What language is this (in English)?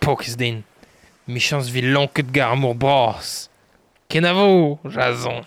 Breton